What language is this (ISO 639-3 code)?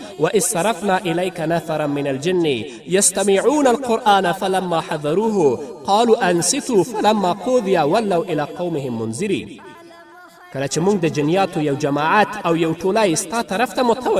pus